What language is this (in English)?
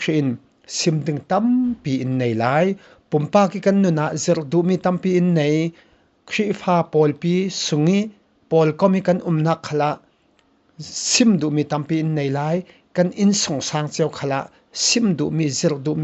Falam Chin